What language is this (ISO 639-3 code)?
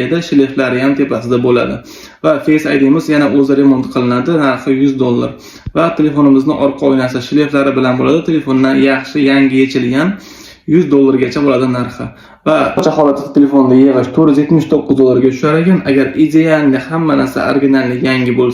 uzb